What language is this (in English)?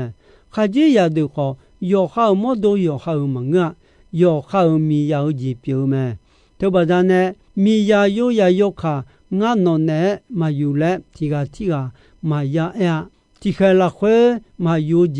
Akha